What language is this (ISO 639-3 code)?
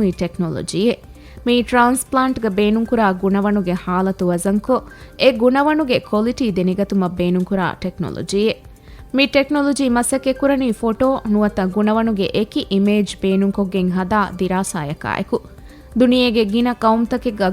div